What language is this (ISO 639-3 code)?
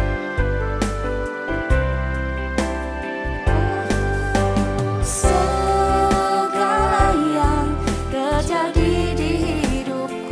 ind